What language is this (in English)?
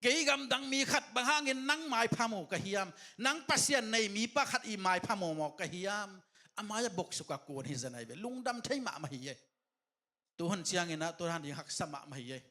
Tedim Chin